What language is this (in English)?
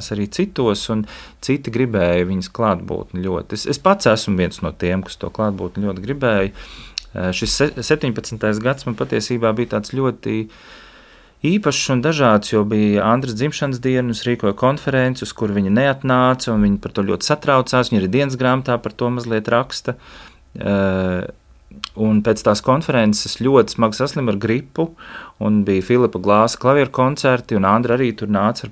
Latvian